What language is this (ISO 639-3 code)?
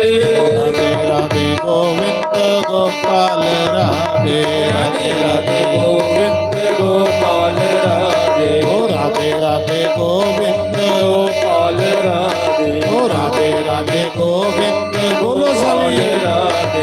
doi